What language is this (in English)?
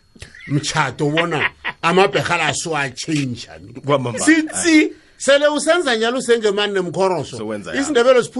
South Ndebele